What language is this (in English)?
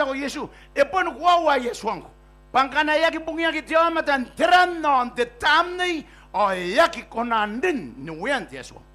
Gilbertese